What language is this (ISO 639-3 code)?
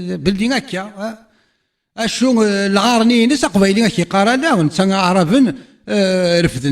kab